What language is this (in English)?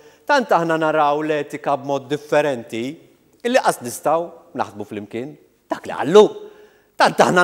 Maltese